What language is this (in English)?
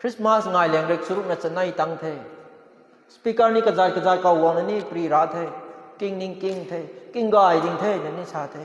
Rongmei Naga